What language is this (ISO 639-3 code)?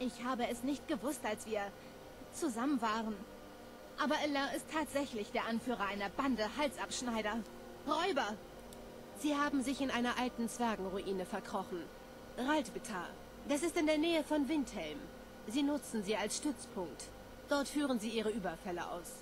gsw